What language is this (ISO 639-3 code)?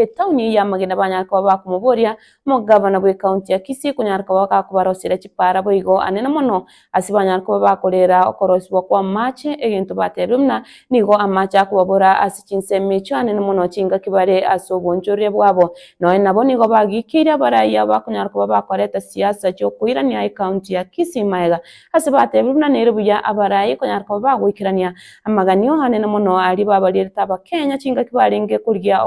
guz